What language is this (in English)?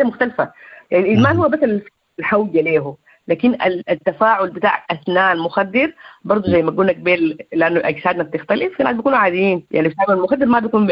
Sudanese Arabic